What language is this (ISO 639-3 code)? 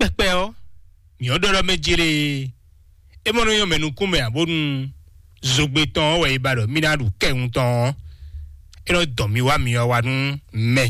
fon